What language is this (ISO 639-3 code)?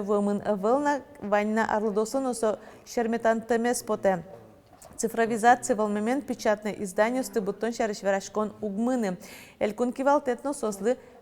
udm